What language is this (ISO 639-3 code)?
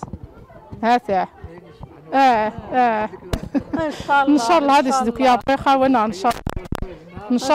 kab